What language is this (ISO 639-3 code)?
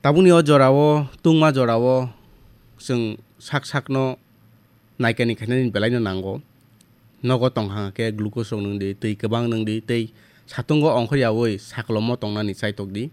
trp